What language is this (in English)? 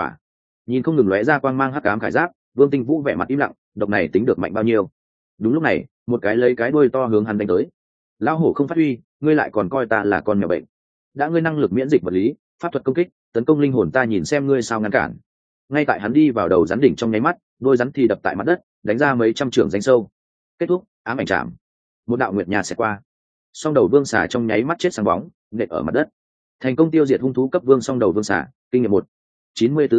Vietnamese